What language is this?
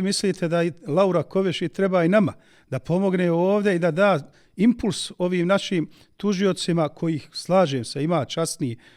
Bosnian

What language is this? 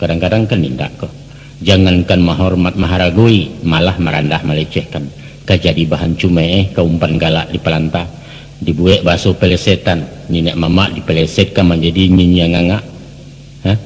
Minangkabau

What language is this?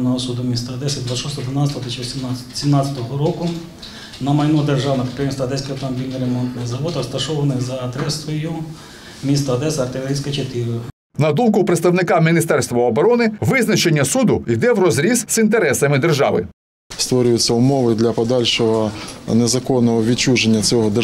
Ukrainian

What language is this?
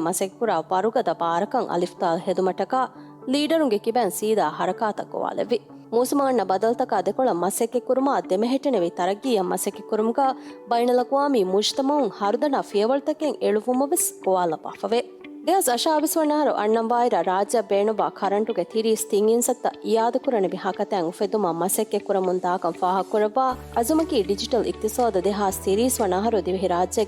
Divehi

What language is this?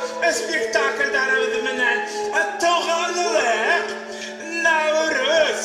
Bashkir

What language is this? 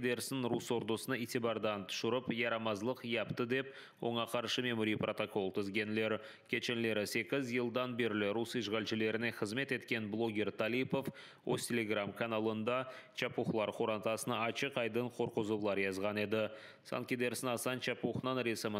Crimean Tatar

